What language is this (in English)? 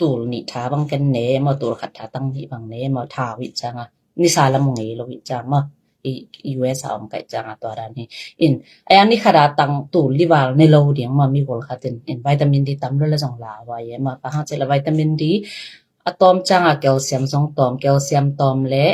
Tedim Chin